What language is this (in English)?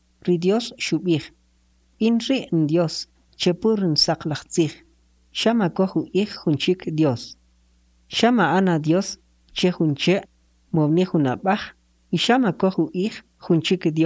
Kʼicheʼ